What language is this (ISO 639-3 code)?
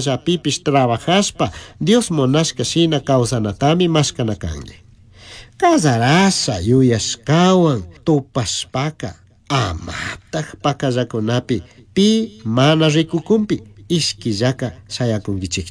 qug